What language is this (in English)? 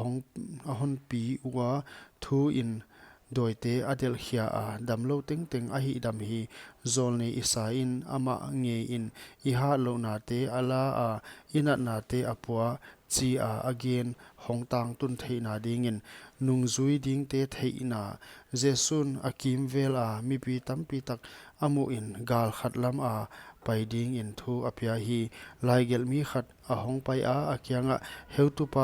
Paite Chin